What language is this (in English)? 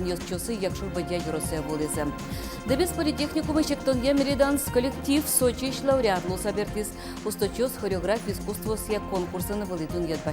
Udmurt